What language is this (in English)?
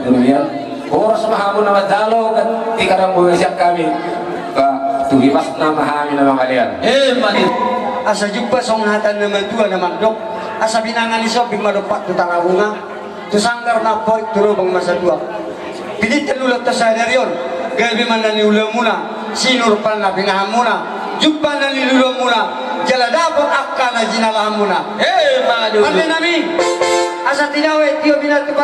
Batak Toba